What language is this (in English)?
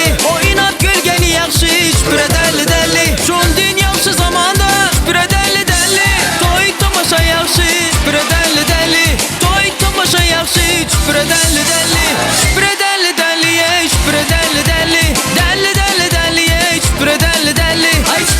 Turkmen